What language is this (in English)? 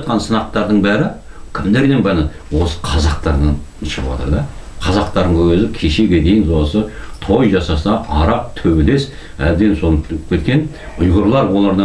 Kazakh